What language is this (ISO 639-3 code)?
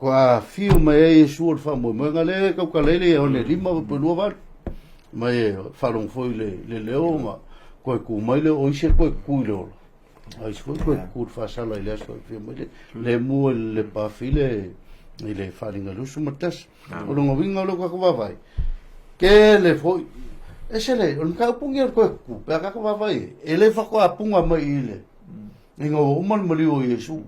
smo